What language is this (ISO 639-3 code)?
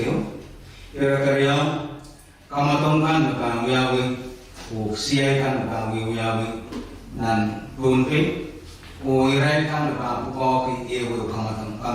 pon